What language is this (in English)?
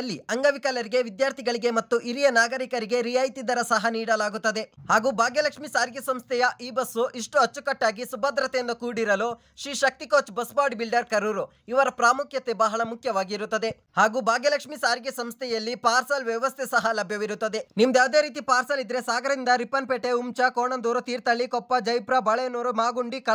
Kannada